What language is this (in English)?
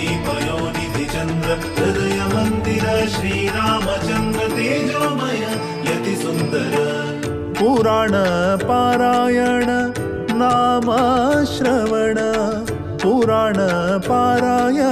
Konkani